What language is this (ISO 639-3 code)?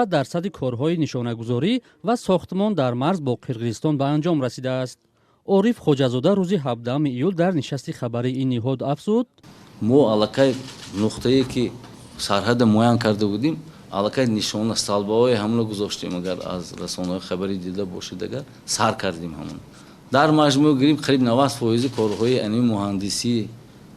tgk